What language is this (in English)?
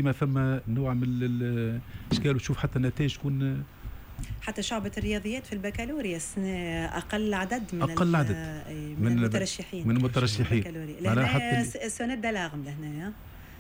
Tunisian Arabic